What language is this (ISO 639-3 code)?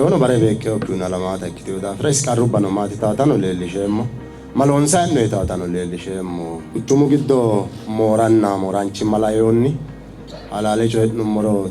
sid